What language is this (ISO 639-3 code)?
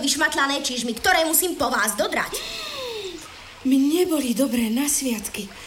slk